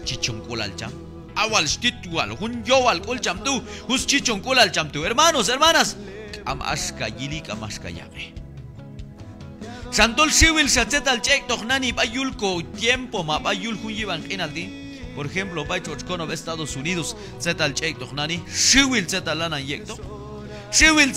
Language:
Q'anjob'al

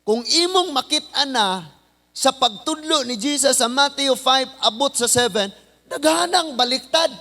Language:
Cebuano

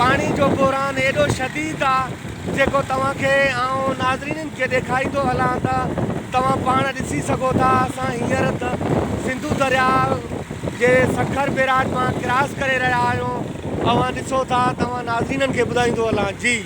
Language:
Sindhi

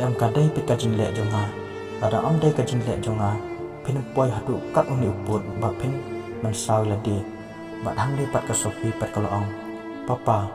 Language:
Khasi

